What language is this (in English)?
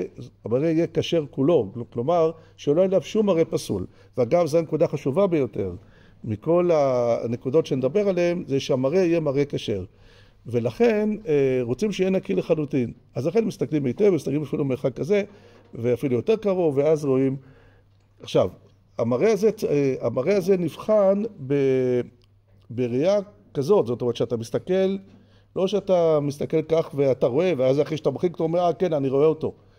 Hebrew